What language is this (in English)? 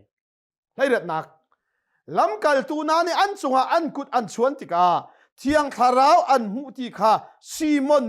Hakha Chin